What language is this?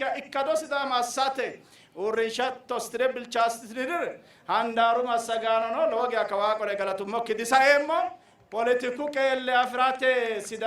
Sidamo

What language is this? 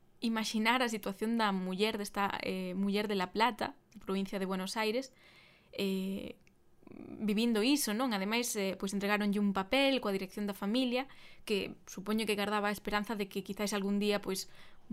Galician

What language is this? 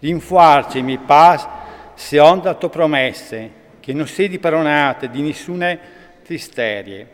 Friulian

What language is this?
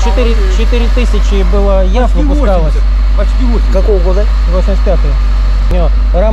Russian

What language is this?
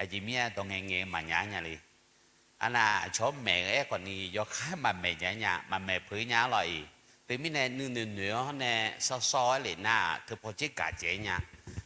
Akha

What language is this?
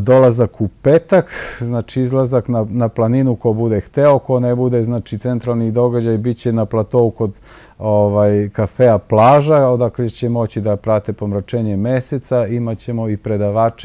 Serbian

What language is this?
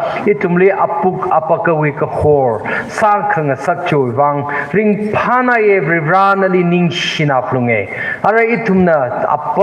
Tangkhul Naga (India)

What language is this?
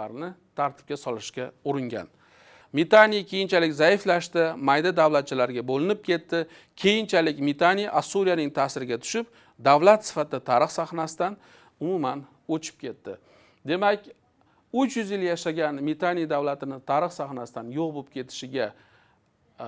Uzbek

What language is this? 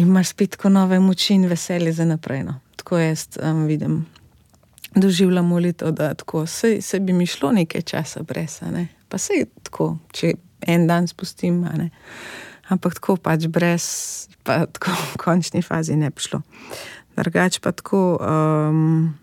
Slovenian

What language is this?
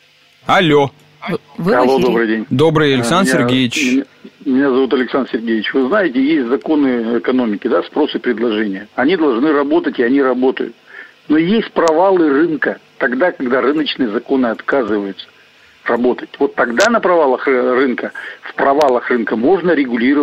Russian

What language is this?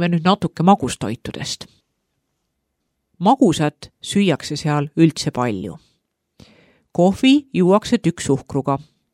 Estonian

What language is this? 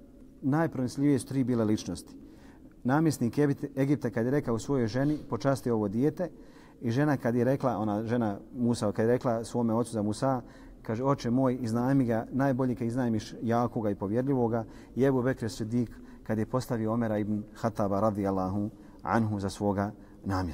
Bosnian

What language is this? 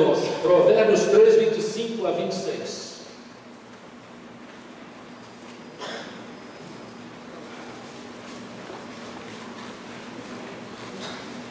Portuguese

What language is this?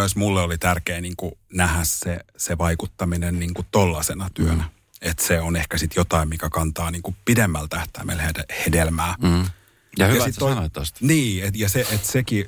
Finnish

